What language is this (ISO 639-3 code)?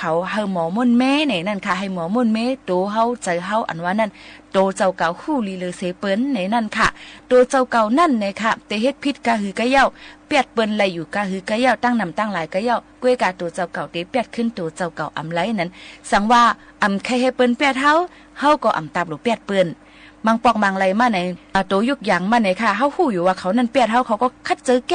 shn